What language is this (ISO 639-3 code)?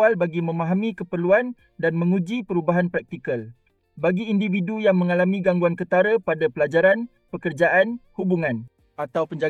msa